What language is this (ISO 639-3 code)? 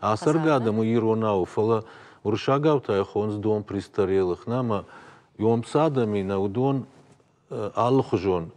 oss